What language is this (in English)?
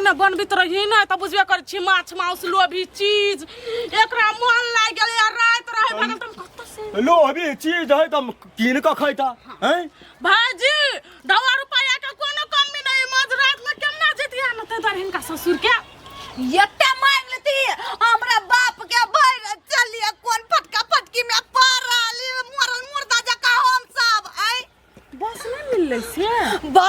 Maithili